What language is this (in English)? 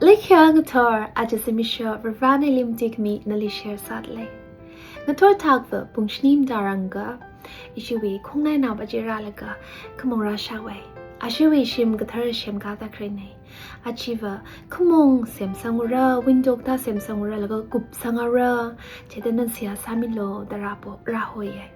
Tangkhul Naga (India)